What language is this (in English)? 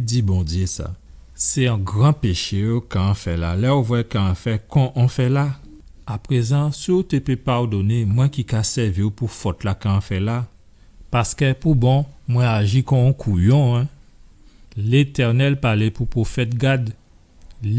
Guadeloupean Creole French